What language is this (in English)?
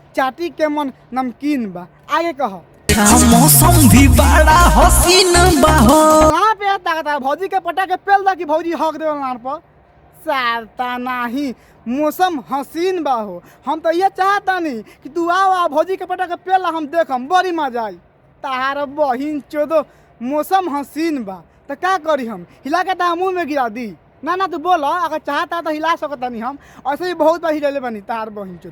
Bhojpuri